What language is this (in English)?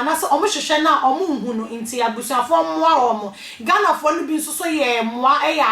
Akan